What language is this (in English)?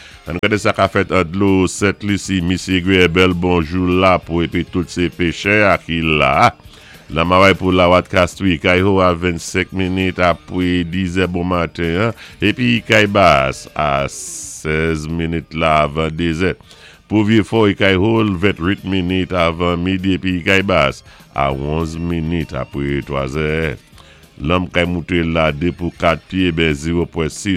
Saint Lucian Creole French